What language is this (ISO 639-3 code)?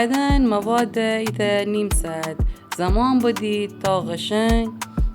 glk